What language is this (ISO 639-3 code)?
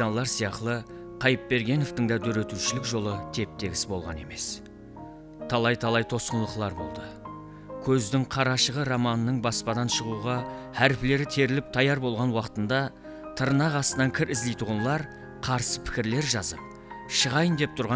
kaa